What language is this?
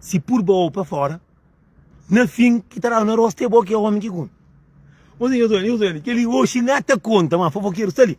Kabuverdianu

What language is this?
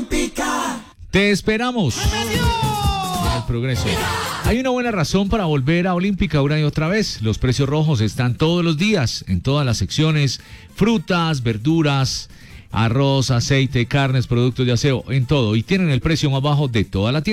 Spanish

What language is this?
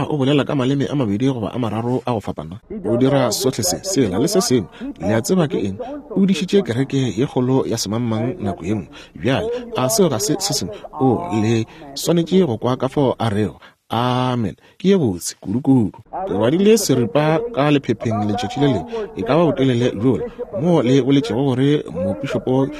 Northern Sotho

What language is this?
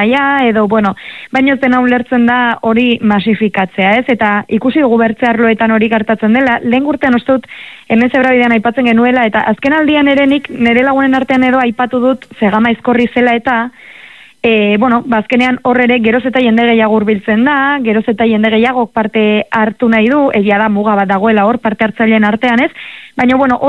Basque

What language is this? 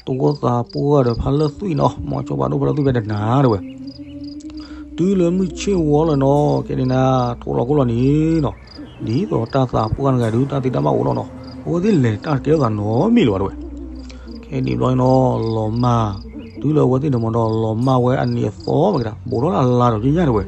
S'gaw Karen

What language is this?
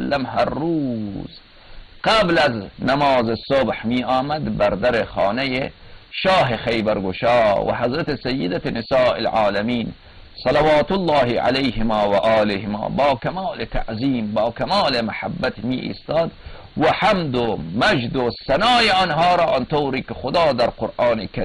Persian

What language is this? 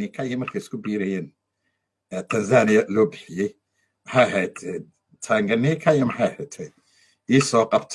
Somali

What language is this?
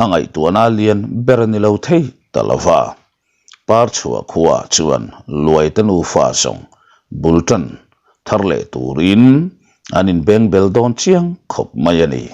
Mizo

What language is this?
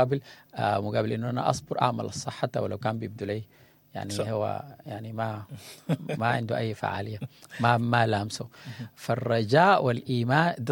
Sudanese Arabic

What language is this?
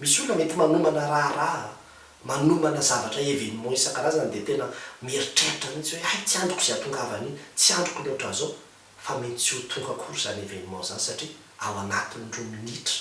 Malagasy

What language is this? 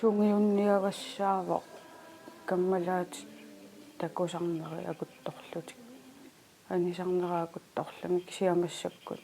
Kalaallisut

